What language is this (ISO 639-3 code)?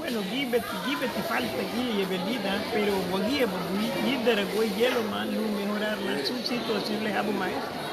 cab